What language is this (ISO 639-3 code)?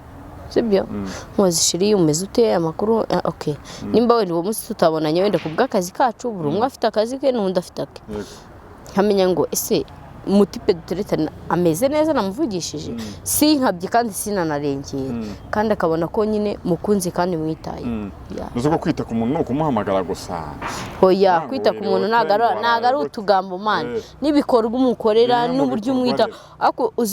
kin